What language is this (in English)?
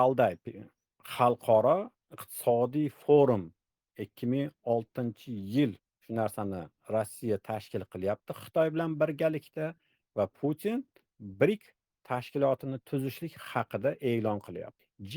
Uzbek